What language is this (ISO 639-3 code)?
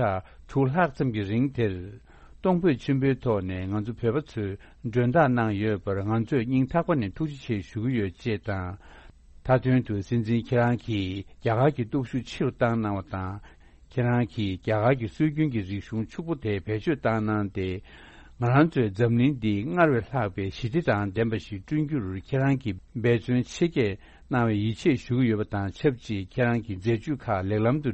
bod